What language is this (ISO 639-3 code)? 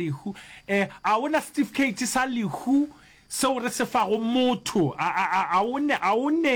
nso